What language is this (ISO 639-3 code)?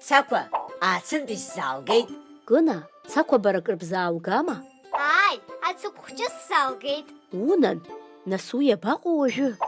abk